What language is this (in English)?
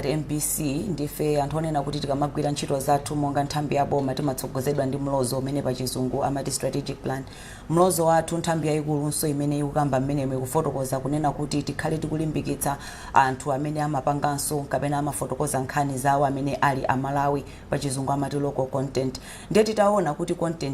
Nyanja